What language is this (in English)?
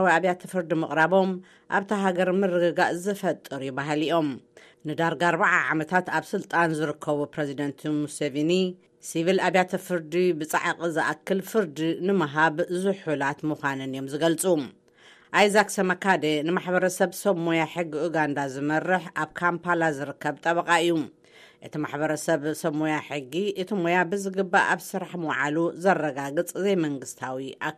Tigrinya